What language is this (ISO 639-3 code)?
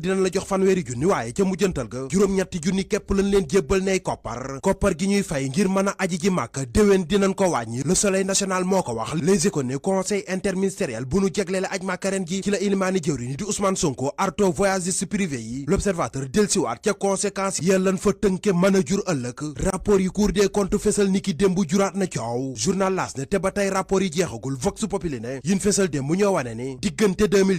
wol